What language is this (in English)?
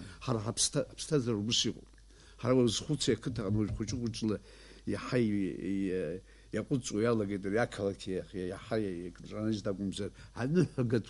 Abkhazian